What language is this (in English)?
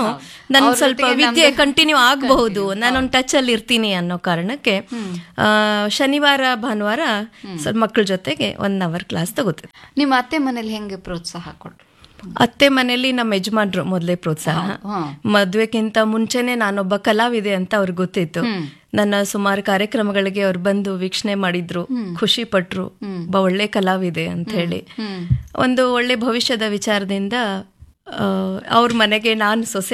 Kannada